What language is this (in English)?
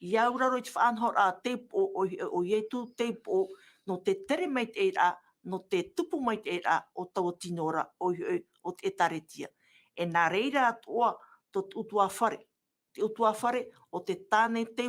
Tahitian